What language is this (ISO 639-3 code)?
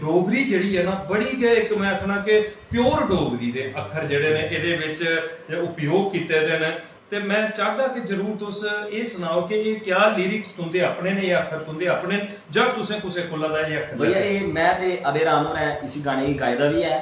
doi